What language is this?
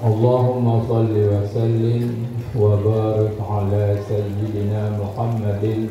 Achinese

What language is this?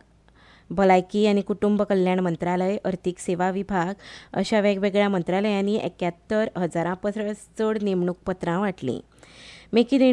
Konkani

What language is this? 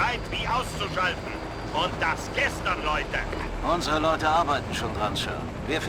Bavarian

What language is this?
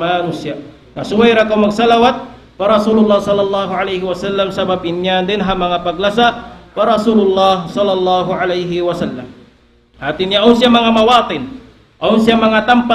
Tausug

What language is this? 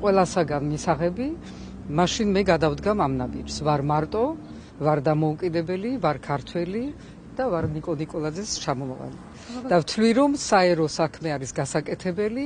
Georgian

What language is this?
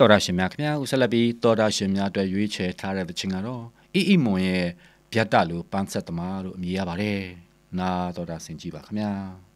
Burmese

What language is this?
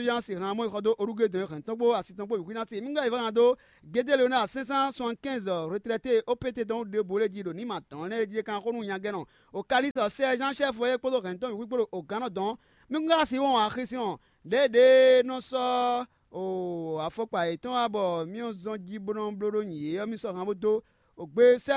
Fon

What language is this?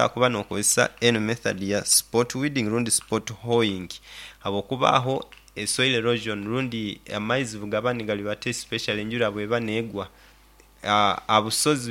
Nyoro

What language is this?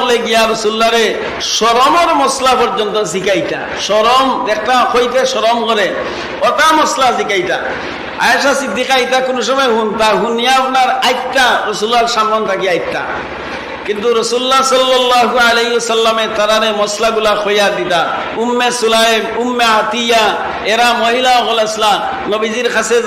Sylheti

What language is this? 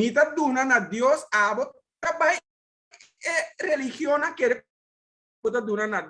Papiamento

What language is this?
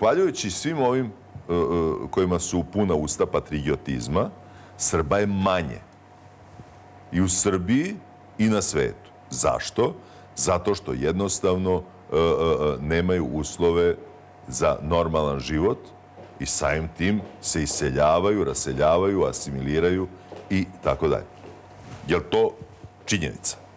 Serbian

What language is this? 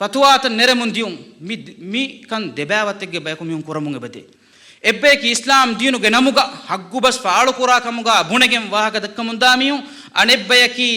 Divehi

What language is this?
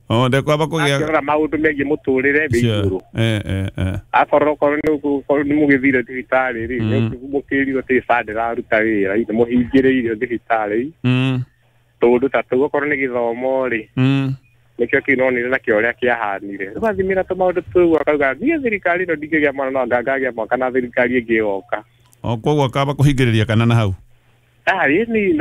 Kikuyu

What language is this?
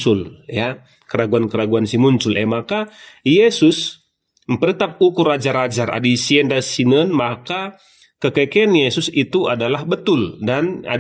Batak Karo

